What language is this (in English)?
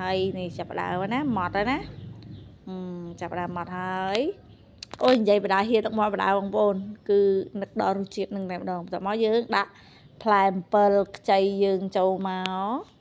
Khmer